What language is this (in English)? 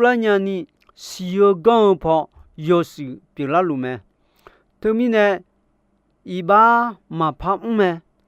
Akha